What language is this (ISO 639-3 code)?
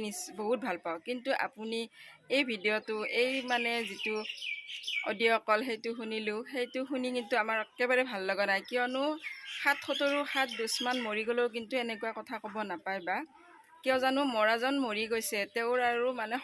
asm